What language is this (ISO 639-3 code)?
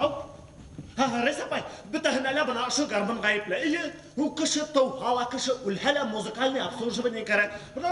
bak